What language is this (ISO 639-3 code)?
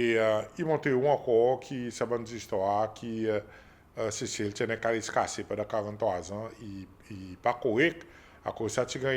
crs